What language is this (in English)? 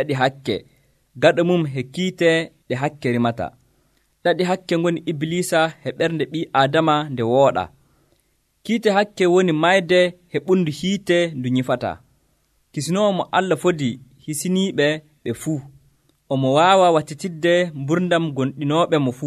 Nigerian Fulfulde